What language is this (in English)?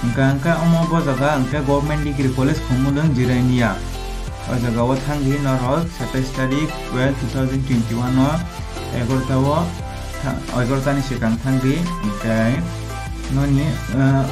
Kok Borok